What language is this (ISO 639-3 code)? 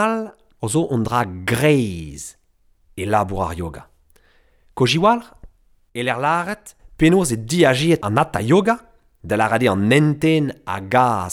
bre